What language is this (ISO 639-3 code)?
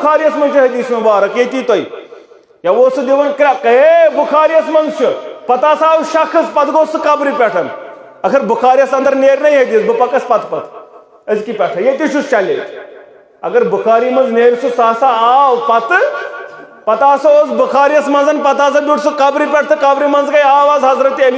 kas